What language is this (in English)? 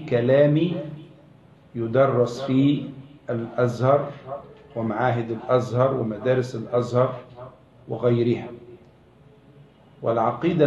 Arabic